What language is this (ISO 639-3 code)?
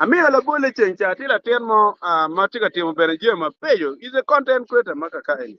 ach